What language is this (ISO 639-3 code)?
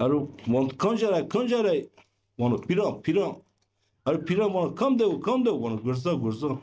zza